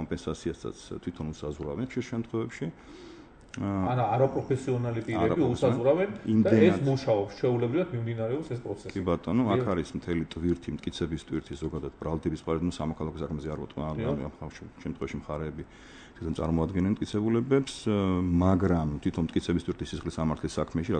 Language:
Georgian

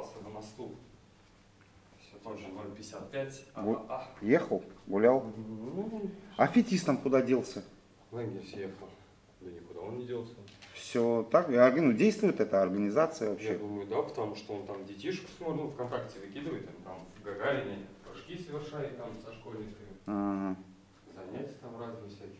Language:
Russian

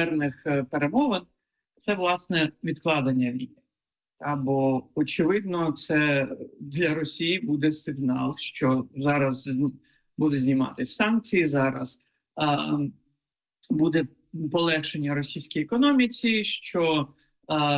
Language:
Ukrainian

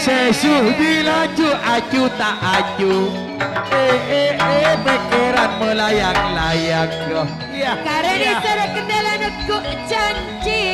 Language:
Madurese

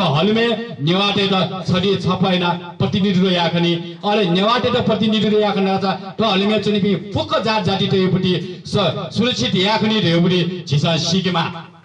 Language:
Newari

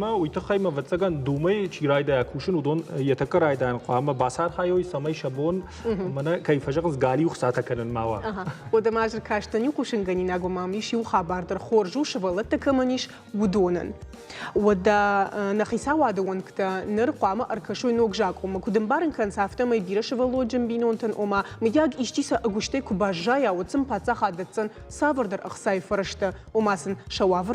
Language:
Ossetic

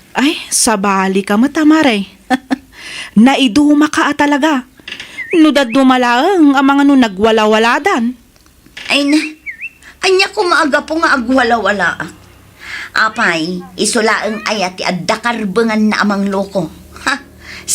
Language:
Iloko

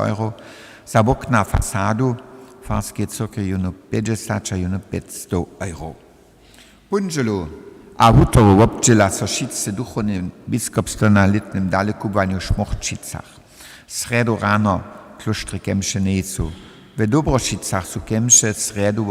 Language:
Upper Sorbian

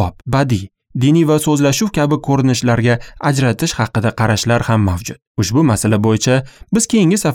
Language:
Uzbek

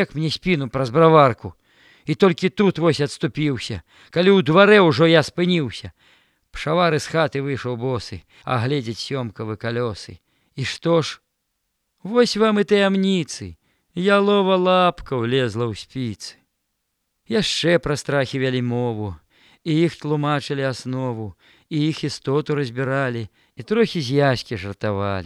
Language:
Belarusian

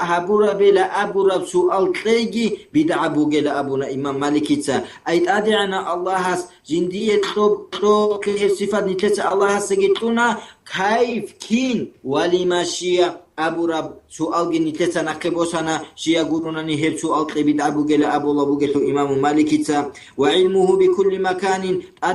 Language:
Avaric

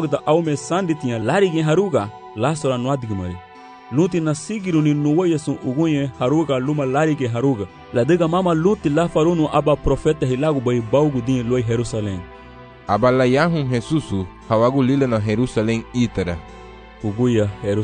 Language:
Garifuna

